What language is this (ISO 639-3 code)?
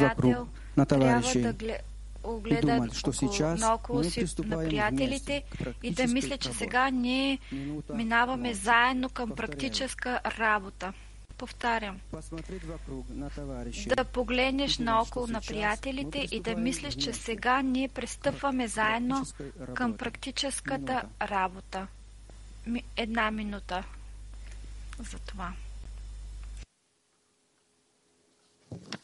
bul